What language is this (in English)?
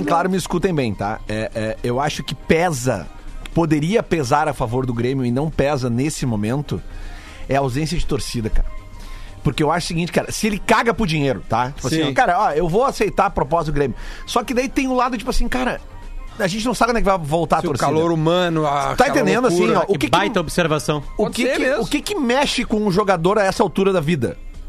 Portuguese